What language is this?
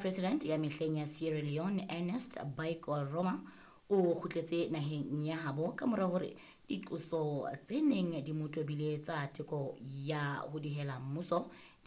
Southern Sotho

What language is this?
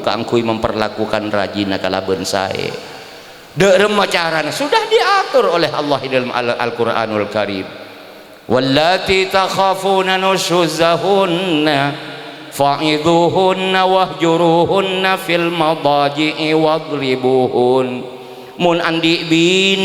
Madurese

